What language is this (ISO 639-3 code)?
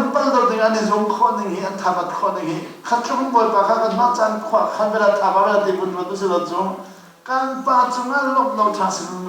cnh